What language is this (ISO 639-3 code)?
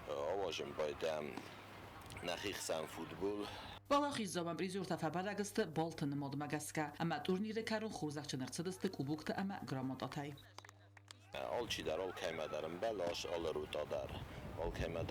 oss